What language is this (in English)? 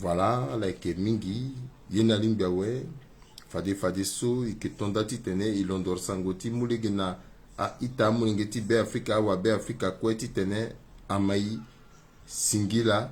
Sango